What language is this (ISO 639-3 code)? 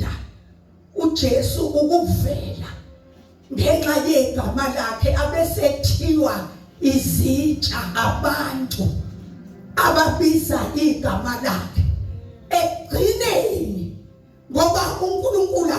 zul